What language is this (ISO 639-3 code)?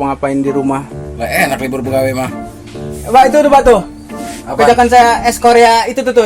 bew